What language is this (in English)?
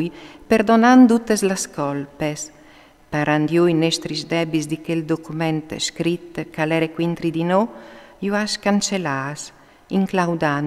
Friulian